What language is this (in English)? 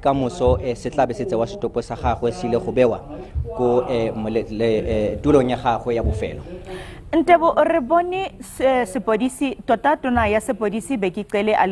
Tswana